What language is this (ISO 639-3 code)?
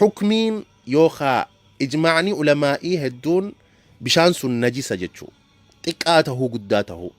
orm